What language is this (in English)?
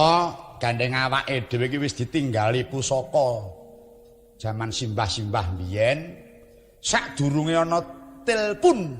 Javanese